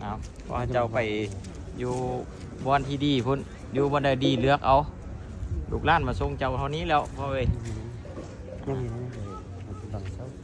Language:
Lao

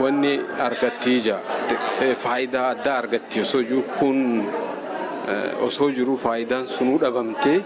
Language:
Oromo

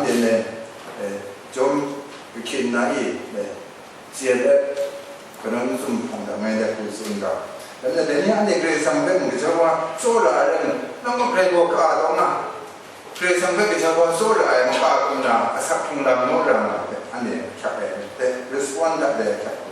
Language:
Kachin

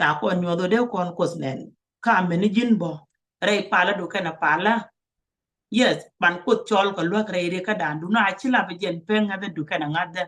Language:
Nuer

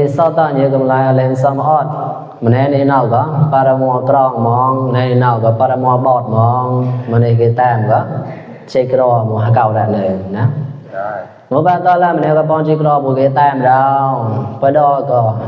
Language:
Mon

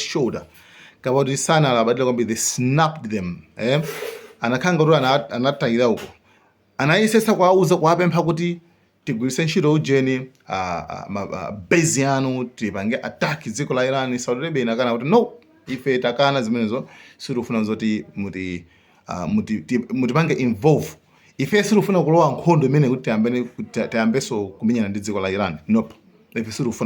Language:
Nyanja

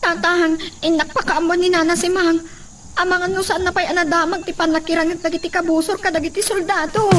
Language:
Iloko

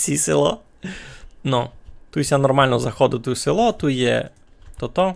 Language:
Rusyn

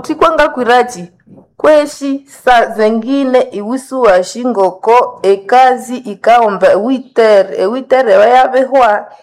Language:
Nande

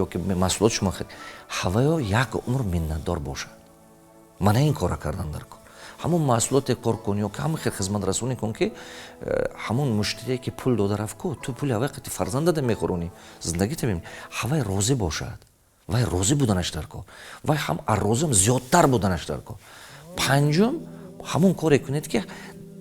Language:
Tajik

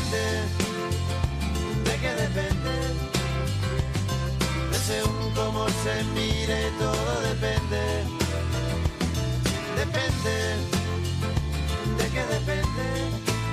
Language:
Spanish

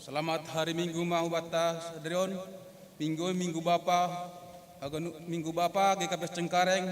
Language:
Batak Simalungun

